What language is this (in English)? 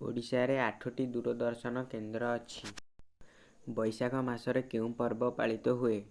Odia